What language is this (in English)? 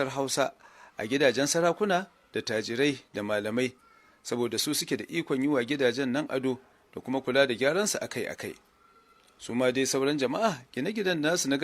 Hausa